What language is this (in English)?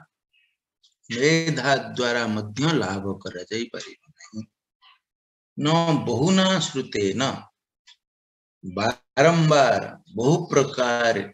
Odia